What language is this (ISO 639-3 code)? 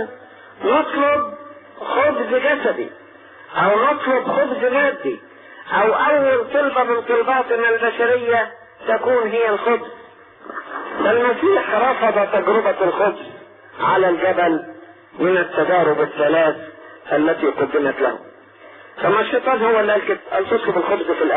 arz